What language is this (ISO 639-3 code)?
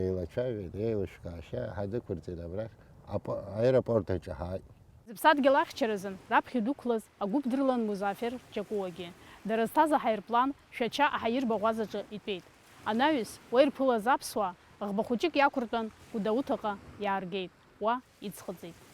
abk